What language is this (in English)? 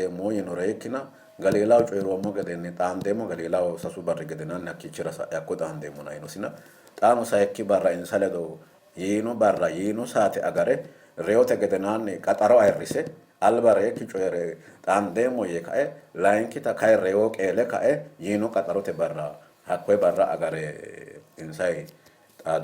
Sidamo